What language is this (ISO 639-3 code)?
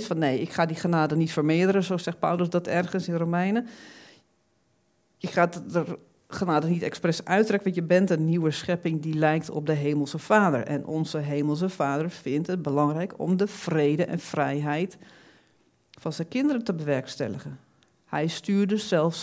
nld